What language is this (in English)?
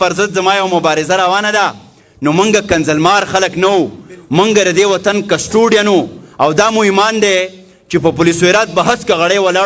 Pashto